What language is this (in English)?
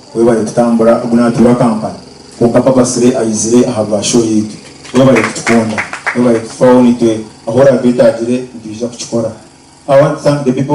Nyankole